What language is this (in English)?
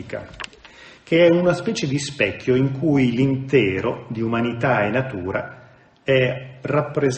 Italian